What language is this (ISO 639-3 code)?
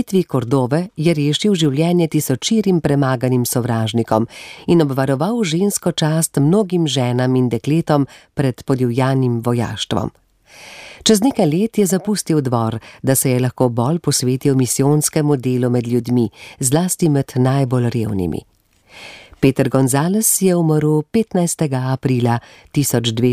slv